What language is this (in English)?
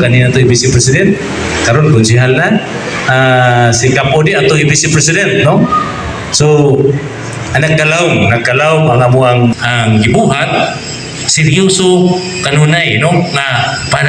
Cebuano